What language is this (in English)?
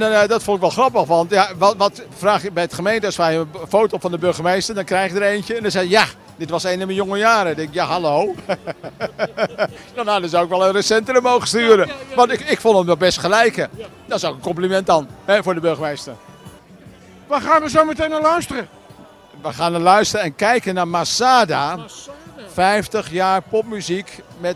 Dutch